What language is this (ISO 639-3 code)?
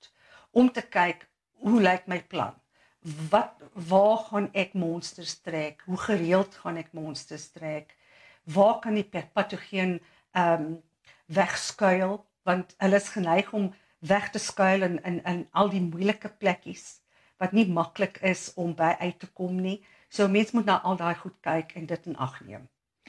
afr